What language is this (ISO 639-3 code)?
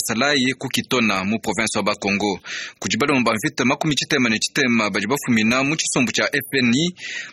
lua